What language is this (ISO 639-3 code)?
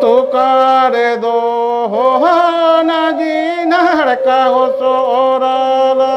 sat